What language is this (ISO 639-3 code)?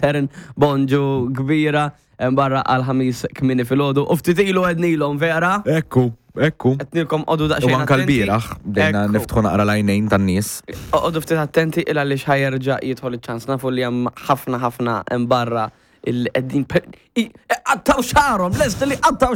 mlt